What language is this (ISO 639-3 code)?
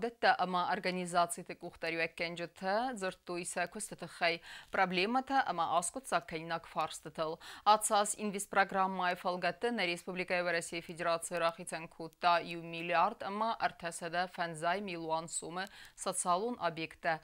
oss